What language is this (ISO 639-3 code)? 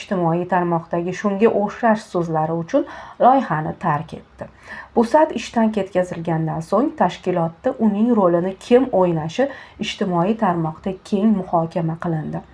uzb